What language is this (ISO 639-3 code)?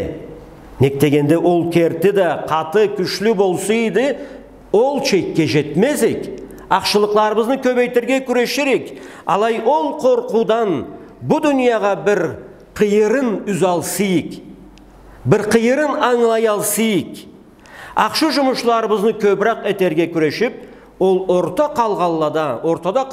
krc